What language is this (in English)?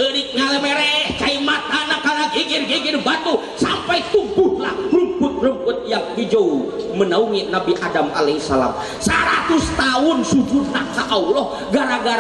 Sundanese